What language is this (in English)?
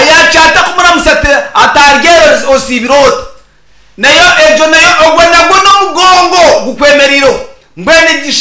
Nyankole